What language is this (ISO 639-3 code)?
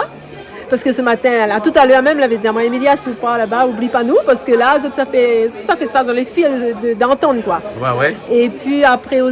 rcf